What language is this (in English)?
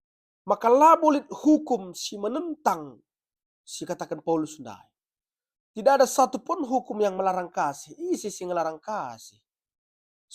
Batak Karo